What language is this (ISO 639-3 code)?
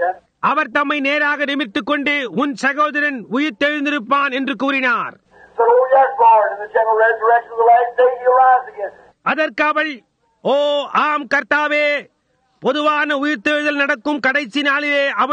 tam